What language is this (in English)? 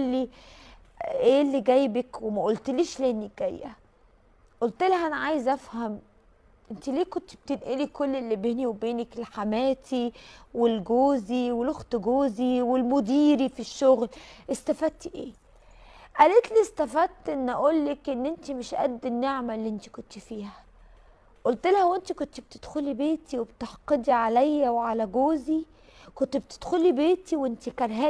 Egyptian Arabic